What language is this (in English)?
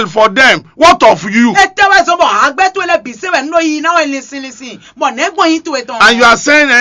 Fon